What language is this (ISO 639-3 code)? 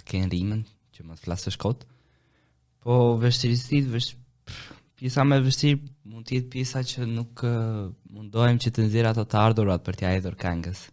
sqi